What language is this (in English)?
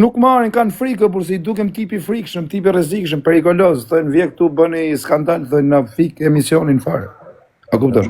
Albanian